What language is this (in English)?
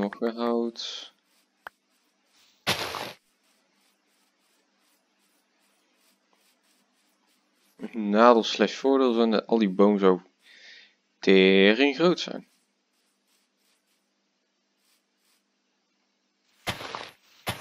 Dutch